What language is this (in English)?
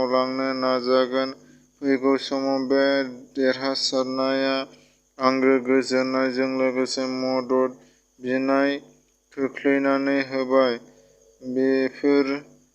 Bodo